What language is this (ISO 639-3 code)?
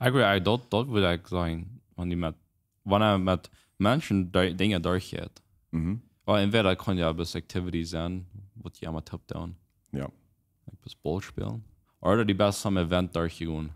pdt